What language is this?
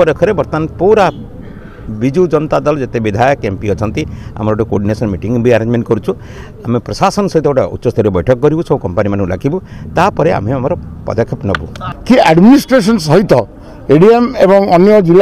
Odia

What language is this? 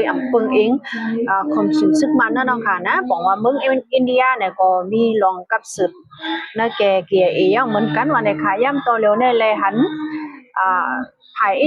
Shan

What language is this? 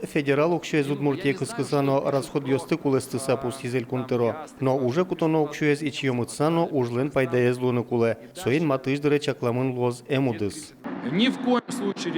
Udmurt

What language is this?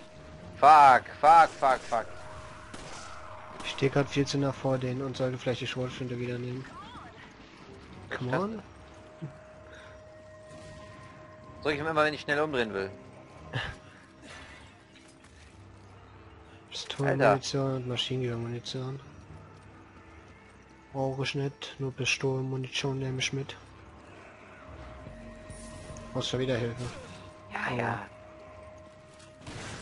German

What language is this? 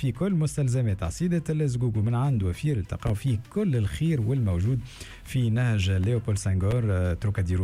Tunisian Arabic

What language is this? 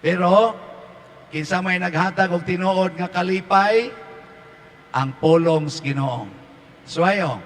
Cebuano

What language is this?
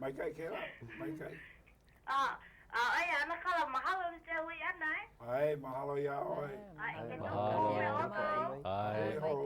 Hawaiian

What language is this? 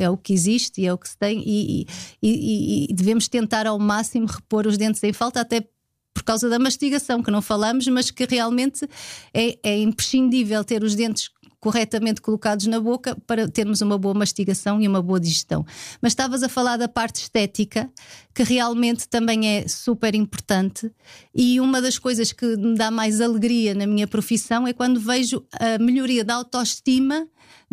Portuguese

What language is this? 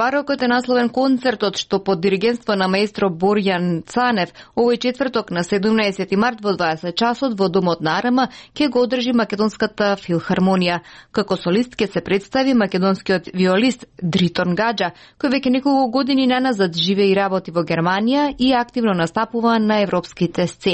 Macedonian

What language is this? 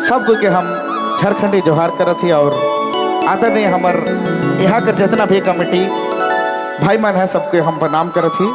Sadri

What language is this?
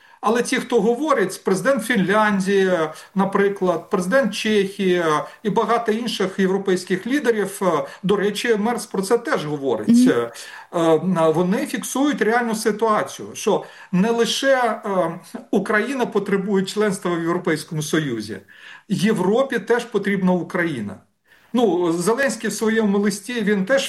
Ukrainian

